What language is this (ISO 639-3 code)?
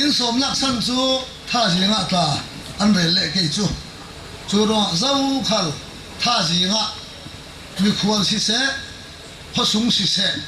cfm